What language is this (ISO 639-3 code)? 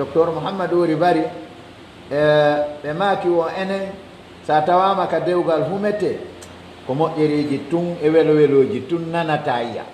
fuf